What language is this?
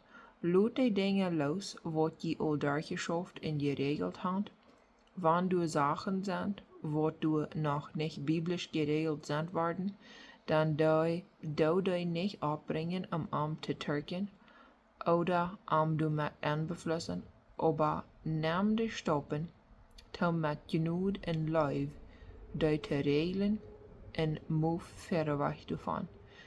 Plautdietsch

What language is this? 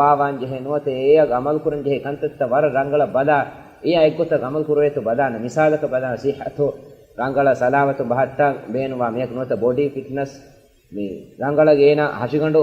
Divehi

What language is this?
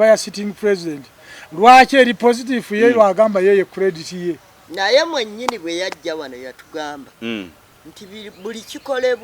Ganda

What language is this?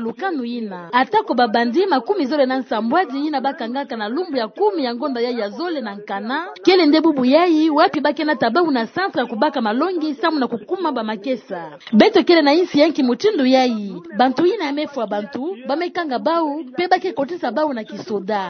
Kituba (Democratic Republic of Congo)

